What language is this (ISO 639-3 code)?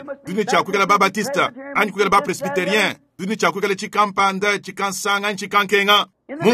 lua